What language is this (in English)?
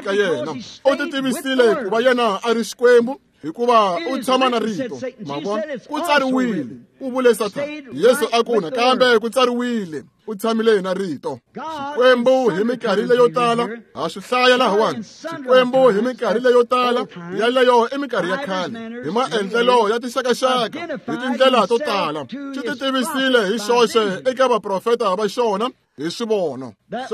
Tsonga